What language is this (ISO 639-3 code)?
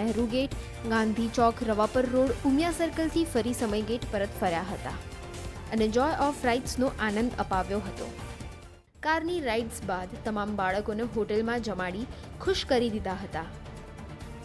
guj